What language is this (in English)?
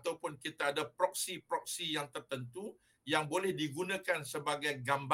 Malay